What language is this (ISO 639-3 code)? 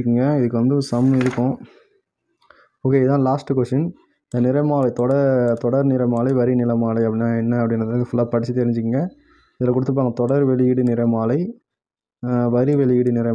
tam